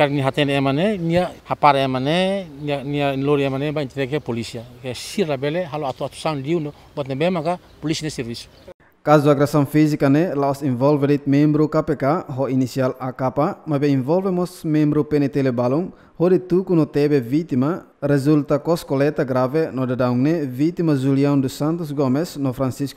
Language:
Tetum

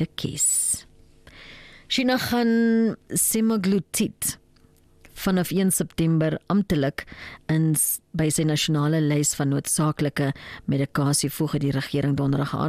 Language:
Afrikaans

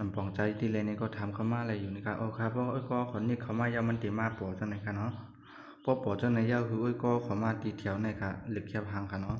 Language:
Shan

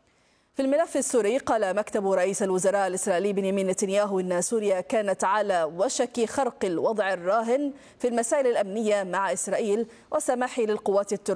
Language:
Arabic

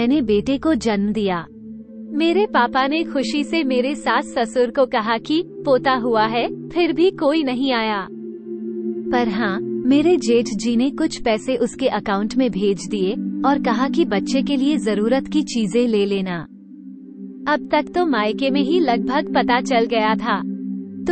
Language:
Hindi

